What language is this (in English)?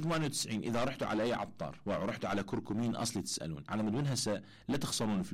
Mesopotamian Arabic